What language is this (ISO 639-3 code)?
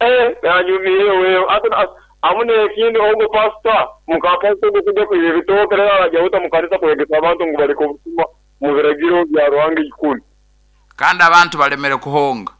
nyo